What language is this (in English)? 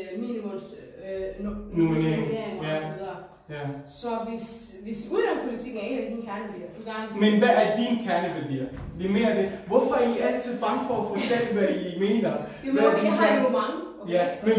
Danish